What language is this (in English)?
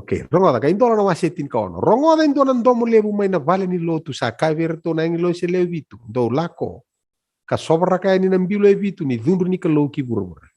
Fijian